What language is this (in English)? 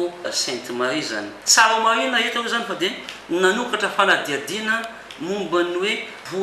Malagasy